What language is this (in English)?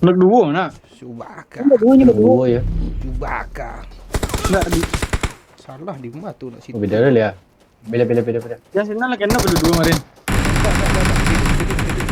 Minangkabau